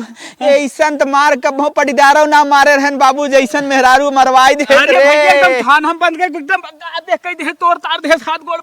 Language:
Awadhi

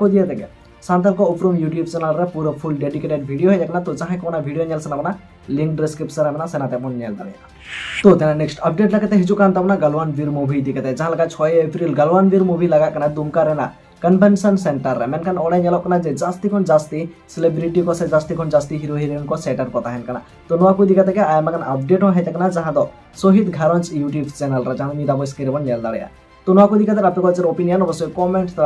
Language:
Santali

